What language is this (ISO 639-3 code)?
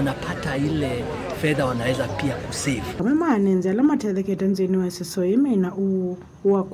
kam